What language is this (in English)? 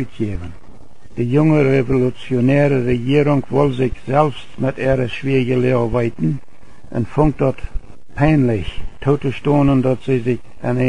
Plautdietsch